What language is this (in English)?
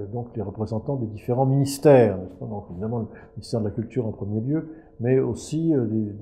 French